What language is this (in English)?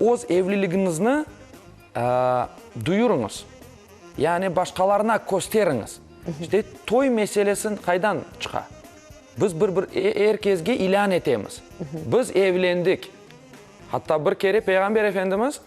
Crimean Tatar